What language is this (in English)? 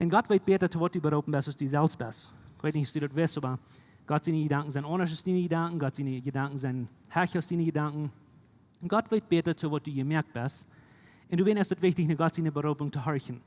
Plautdietsch